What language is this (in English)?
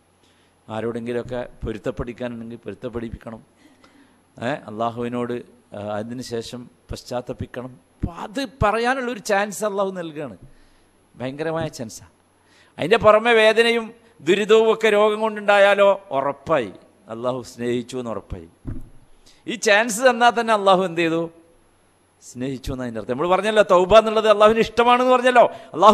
Malayalam